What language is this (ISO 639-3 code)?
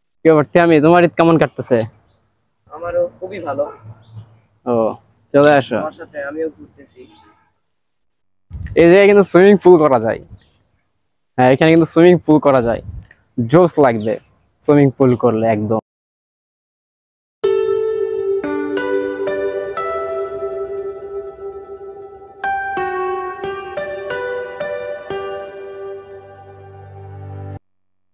ben